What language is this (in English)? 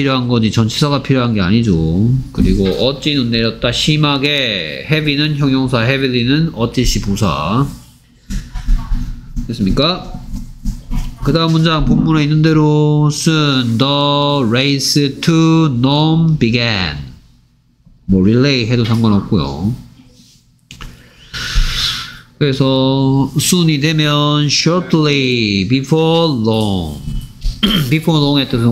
Korean